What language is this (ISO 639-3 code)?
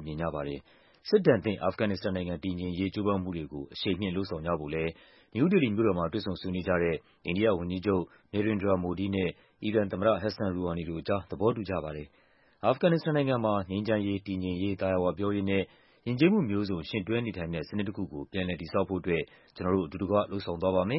mya